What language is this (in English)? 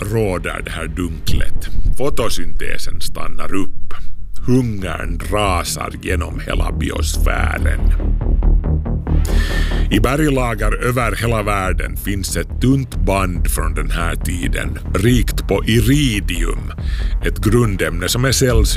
Swedish